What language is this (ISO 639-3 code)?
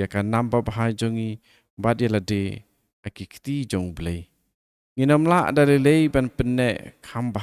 kha